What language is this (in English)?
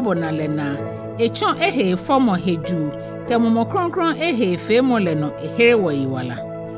Ga